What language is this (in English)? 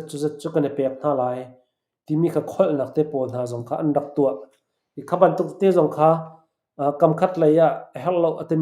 Hakha Chin